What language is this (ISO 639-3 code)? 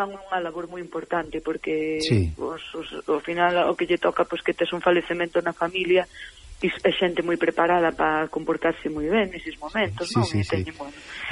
glg